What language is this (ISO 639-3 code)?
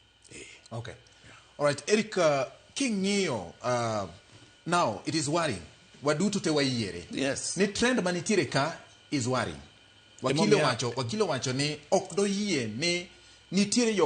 luo